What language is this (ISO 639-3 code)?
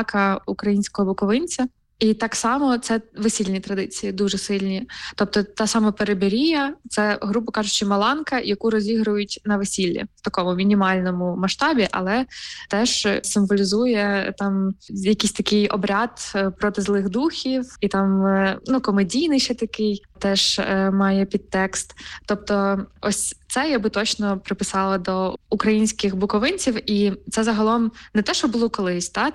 ukr